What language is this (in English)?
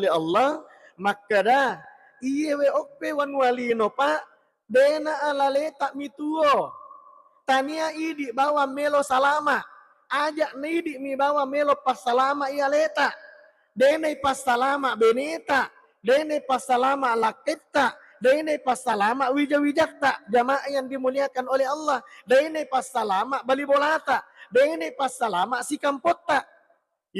Buginese